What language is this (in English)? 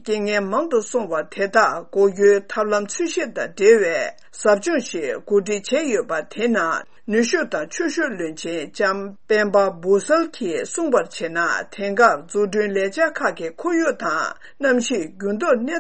Tibetan